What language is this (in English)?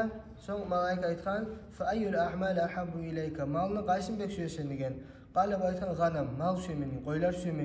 Kumyk